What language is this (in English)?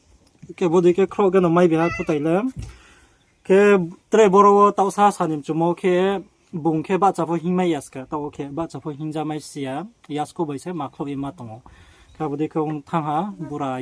Riang (India)